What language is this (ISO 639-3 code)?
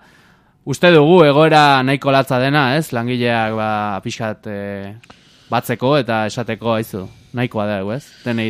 eus